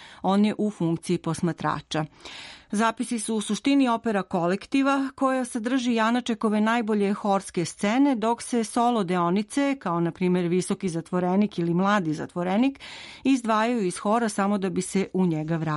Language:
Serbian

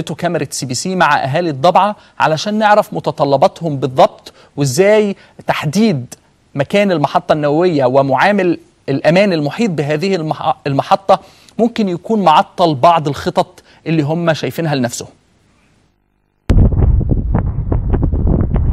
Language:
Egyptian Arabic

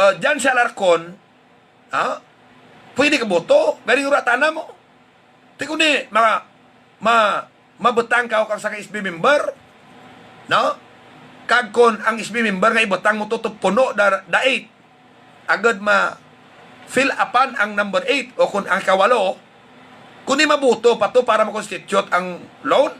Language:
Hiligaynon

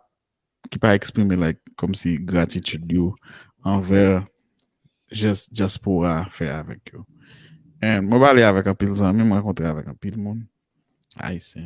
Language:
Haitian Creole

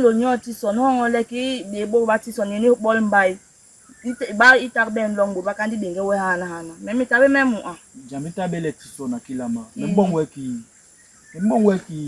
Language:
Basaa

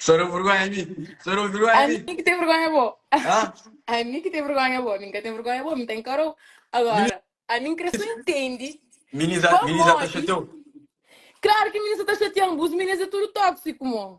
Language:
Kabuverdianu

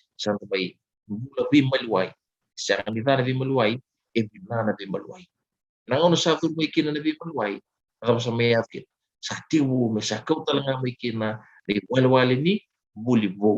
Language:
Fijian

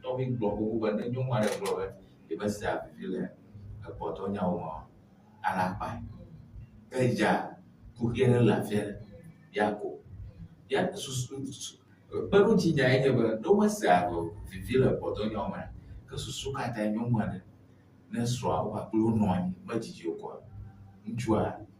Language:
Ewe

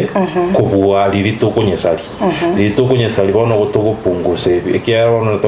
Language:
Gusii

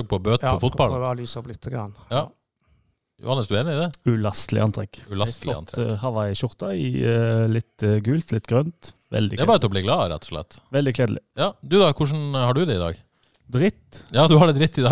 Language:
Norwegian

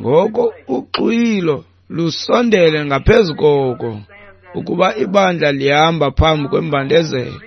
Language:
Xhosa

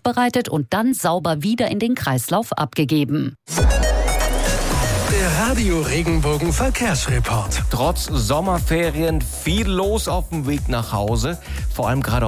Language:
German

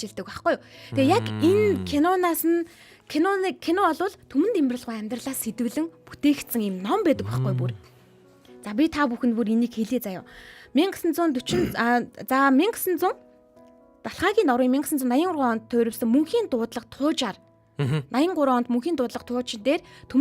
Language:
Mongolian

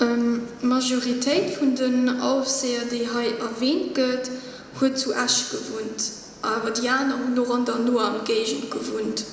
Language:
Luxembourgish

